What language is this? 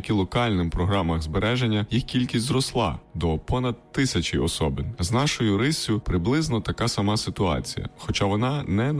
Ukrainian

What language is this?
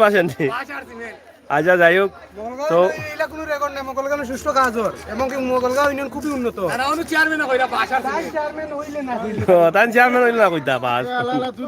Sylheti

